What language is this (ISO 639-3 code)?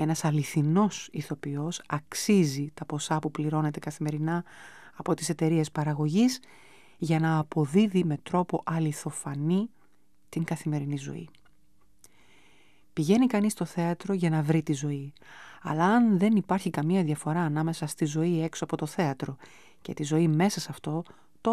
ell